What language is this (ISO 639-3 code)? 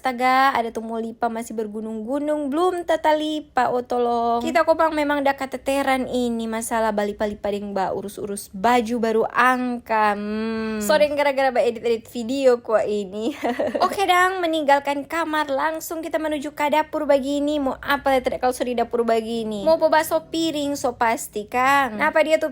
xmm